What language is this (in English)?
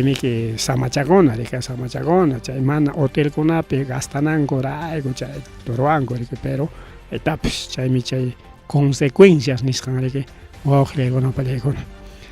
Ayacucho Quechua